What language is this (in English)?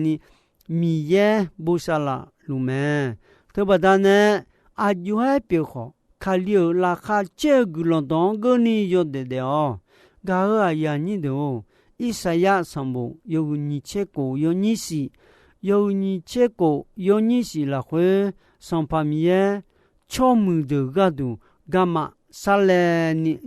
Akha